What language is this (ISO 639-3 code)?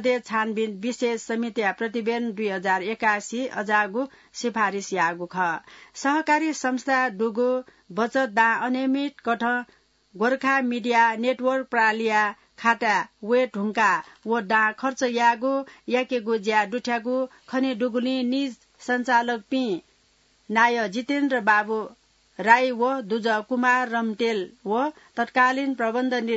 new